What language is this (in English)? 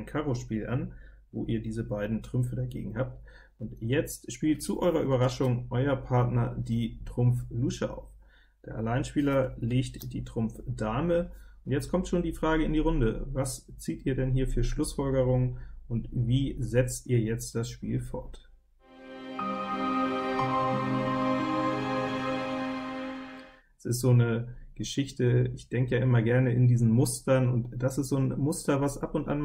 German